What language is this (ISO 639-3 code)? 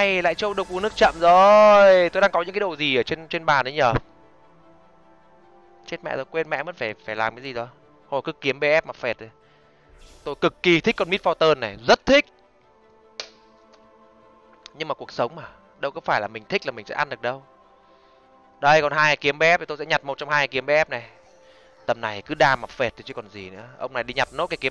vie